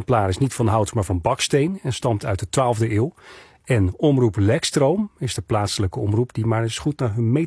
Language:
Dutch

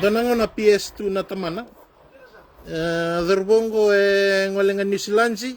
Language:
Fijian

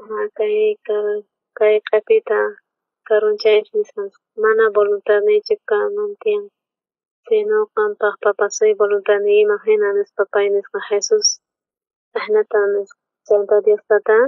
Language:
South Bolivian Quechua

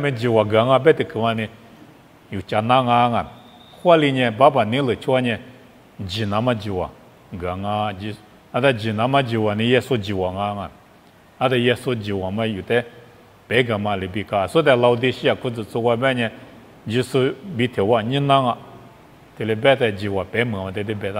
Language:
Lisu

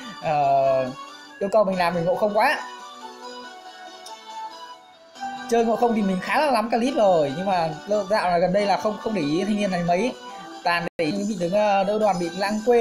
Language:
Vietnamese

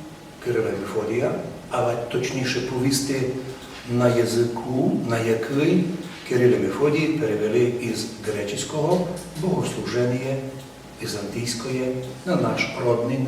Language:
Rusyn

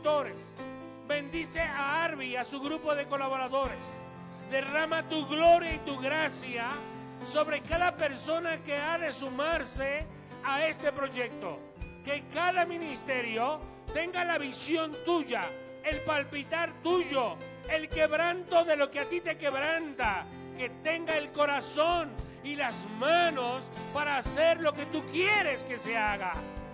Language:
Spanish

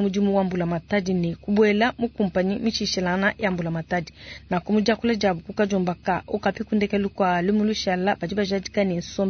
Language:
Luba-Lulua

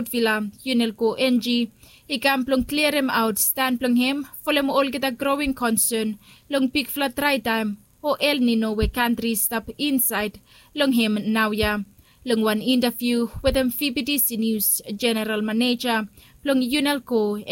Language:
Bislama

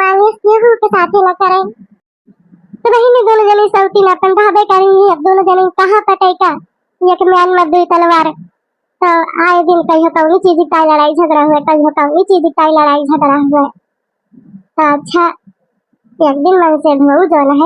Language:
Awadhi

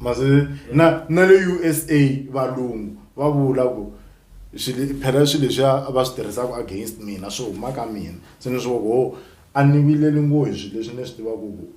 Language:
Tsonga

